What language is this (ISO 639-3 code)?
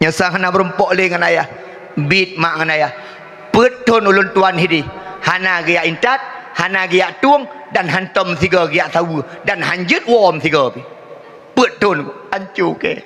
ace